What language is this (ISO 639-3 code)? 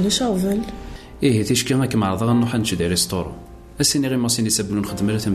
kab